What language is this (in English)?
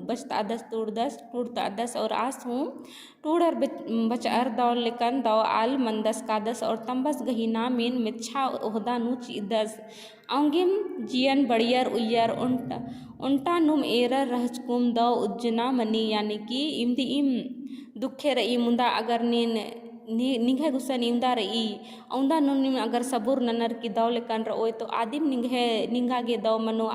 Kurukh